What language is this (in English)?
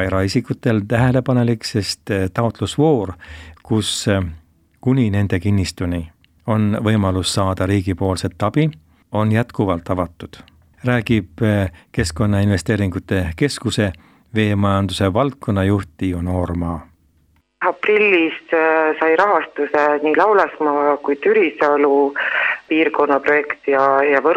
Estonian